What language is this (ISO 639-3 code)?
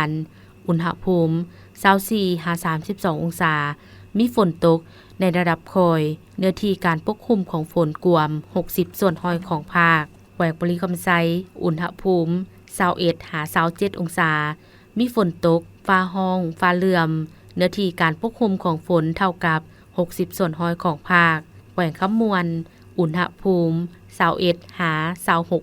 lao